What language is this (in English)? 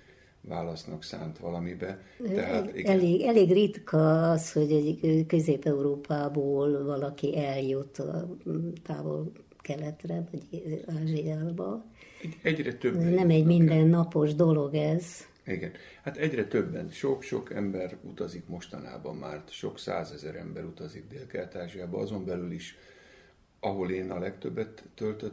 Hungarian